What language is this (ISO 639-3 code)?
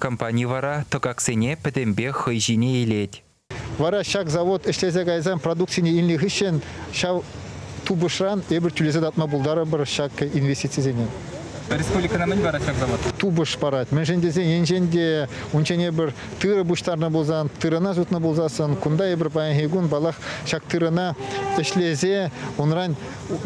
chv